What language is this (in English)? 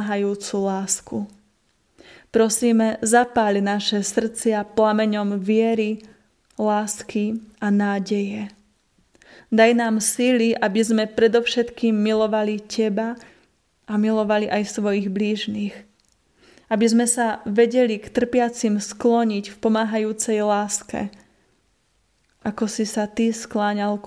Slovak